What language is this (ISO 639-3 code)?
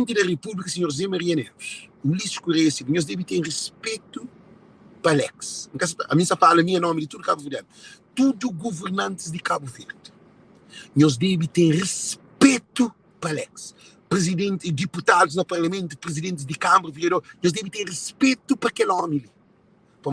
kea